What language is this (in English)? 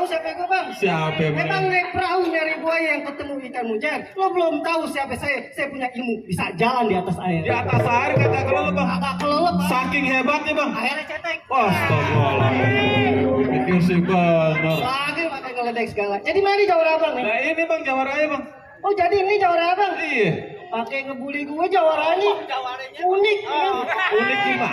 Betawi